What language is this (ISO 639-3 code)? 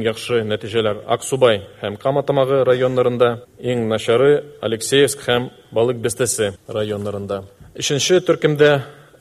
tat